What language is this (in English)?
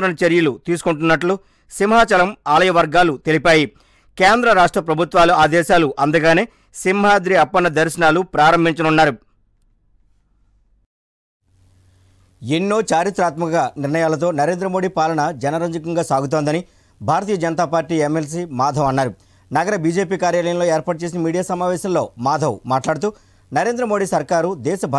Telugu